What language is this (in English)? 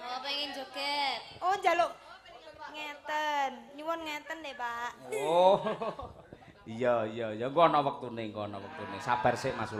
Javanese